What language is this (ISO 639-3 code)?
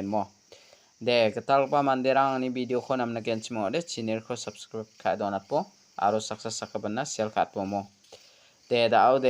grt